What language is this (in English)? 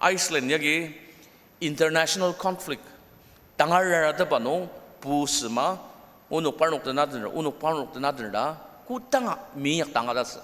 Ao Naga